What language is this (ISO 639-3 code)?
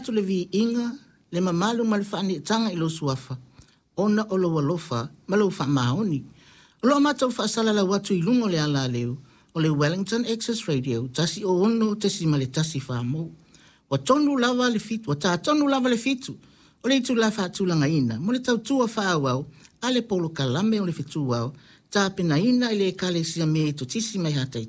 smo